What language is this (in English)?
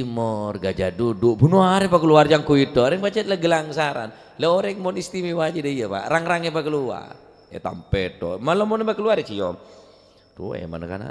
Madurese